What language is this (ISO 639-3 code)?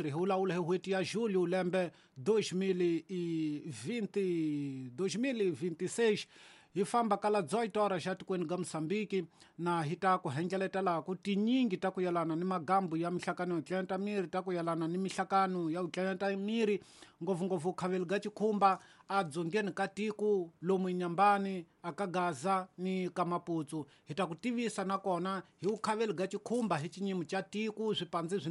tso